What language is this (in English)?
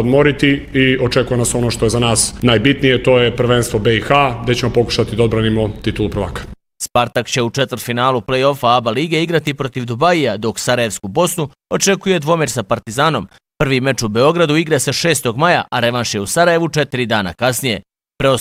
Bosnian